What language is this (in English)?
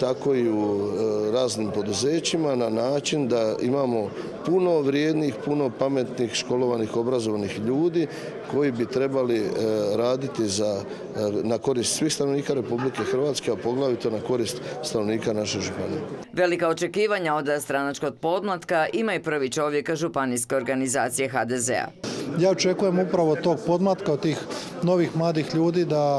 Croatian